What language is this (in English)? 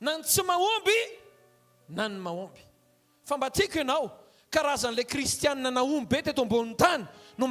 Malagasy